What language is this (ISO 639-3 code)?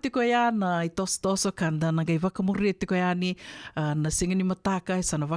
fij